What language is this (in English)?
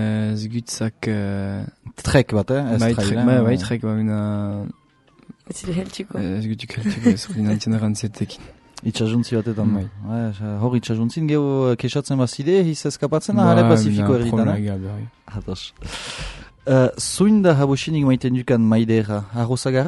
Basque